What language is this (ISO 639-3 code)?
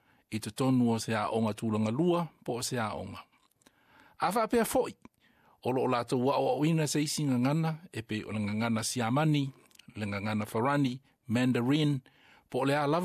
smo